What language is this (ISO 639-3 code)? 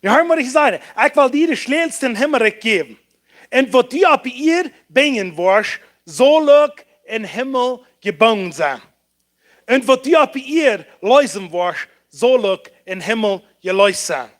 pdt